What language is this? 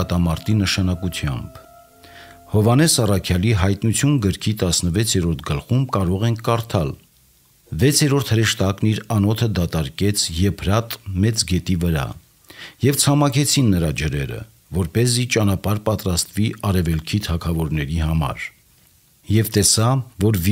Armenian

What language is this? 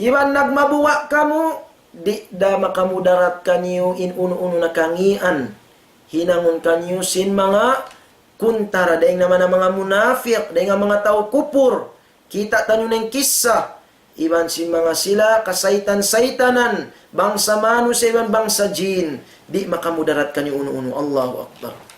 Tausug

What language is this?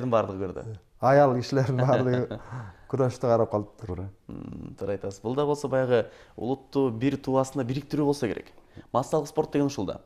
Kyrgyz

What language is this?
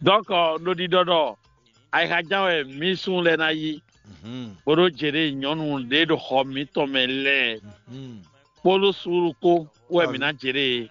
Fon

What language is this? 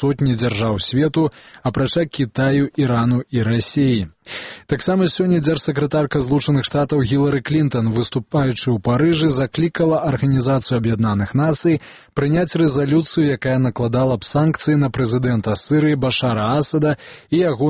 Belarusian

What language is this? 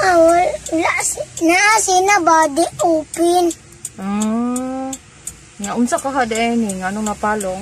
Cebuano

